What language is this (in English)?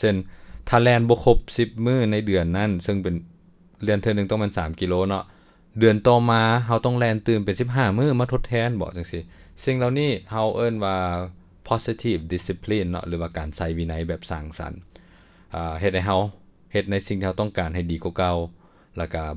Lao